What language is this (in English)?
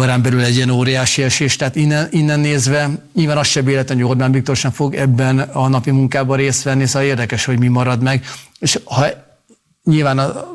Hungarian